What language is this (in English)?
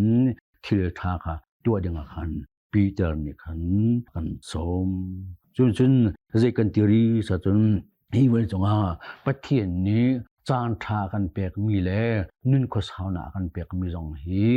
Hakha Chin